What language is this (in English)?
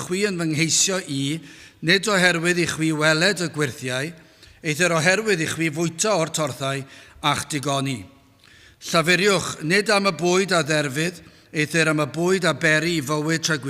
Welsh